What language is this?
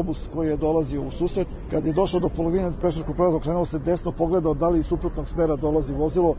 Serbian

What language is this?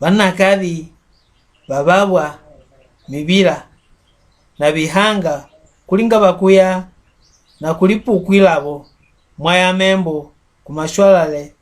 Mbunda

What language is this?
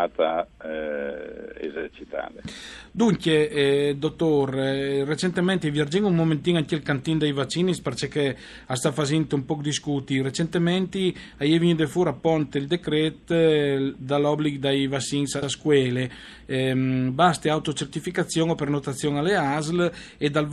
Friulian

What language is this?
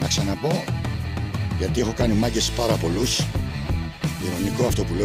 Greek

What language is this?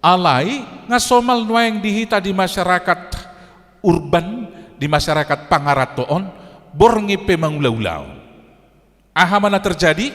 Batak Toba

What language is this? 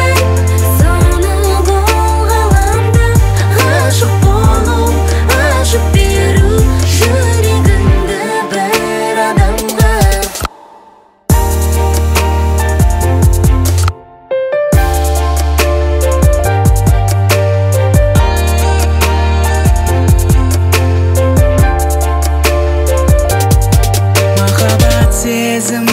Kazakh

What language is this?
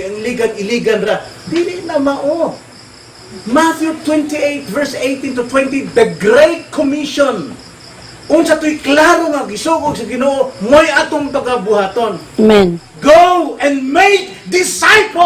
Cebuano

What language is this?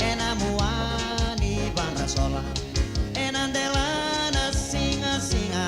Fijian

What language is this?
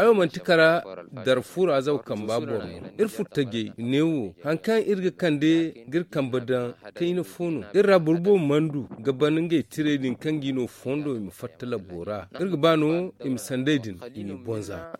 Zarma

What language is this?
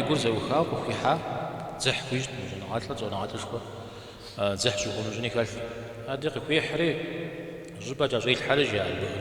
Kabardian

